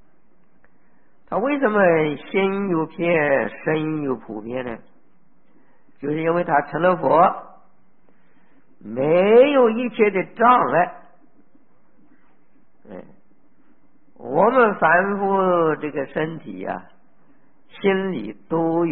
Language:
Chinese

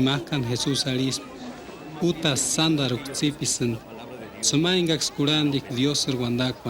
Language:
Purepecha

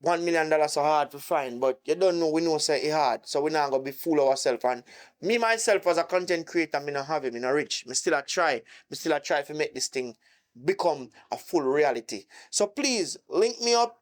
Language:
Jamaican Creole English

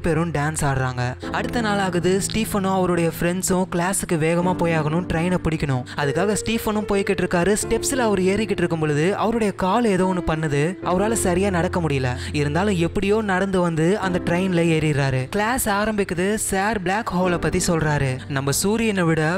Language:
Tamil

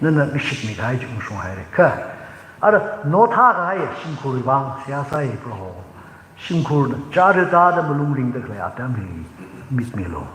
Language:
Tangkhul Naga (India)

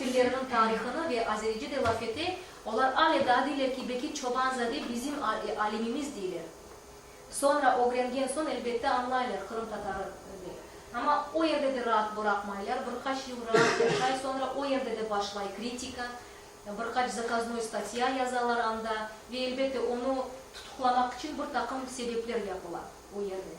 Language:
Crimean Tatar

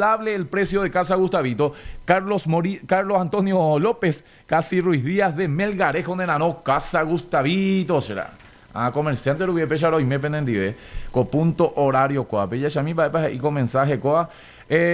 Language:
Guarani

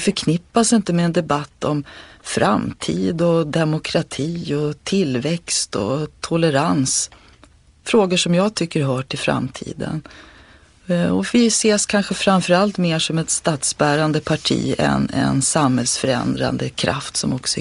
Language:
Swedish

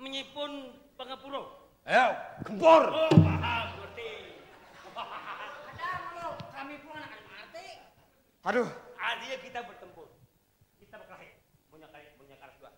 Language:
Banjar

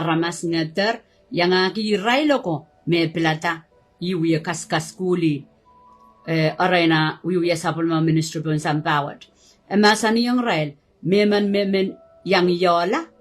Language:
Pohnpeian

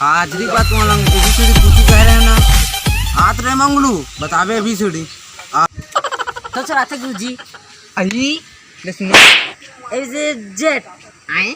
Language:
Chhattisgarhi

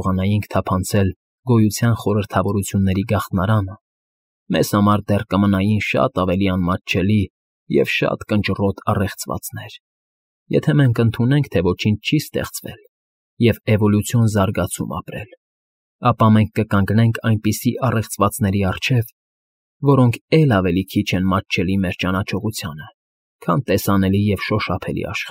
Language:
Armenian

